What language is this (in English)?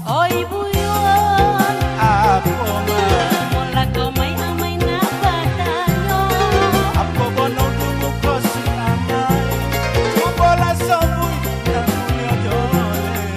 Minangkabau